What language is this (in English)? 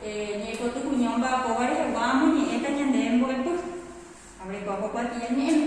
Guarani